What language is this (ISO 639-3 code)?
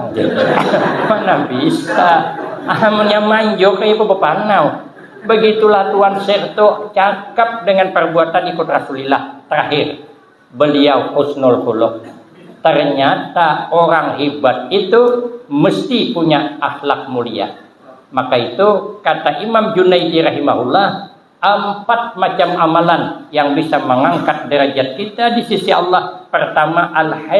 bjn